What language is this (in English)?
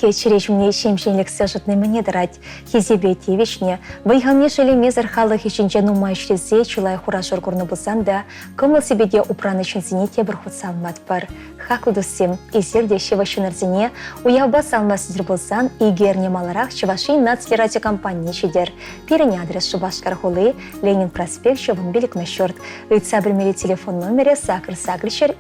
Chuvash